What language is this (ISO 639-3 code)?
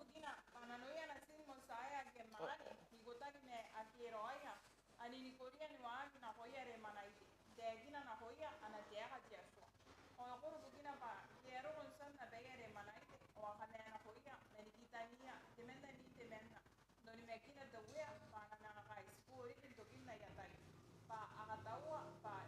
gil